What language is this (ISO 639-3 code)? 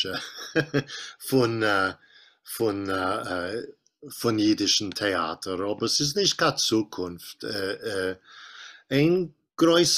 yid